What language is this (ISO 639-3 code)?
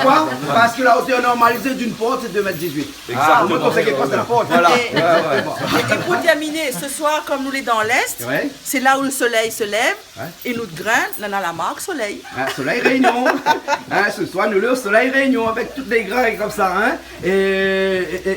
rcf